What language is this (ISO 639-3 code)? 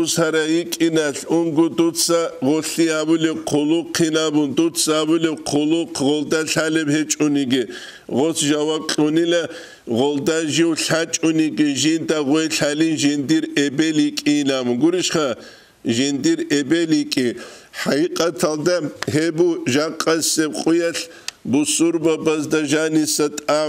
ava